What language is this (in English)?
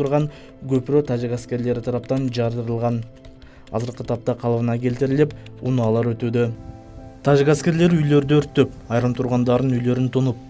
Kyrgyz